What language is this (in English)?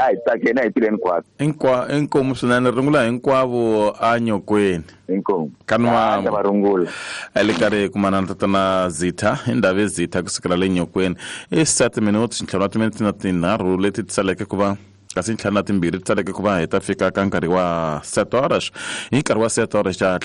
Tsonga